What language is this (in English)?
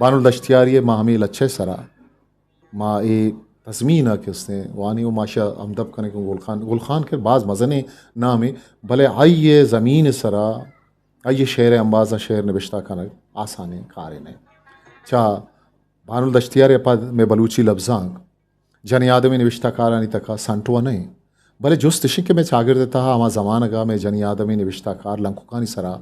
Eastern Balochi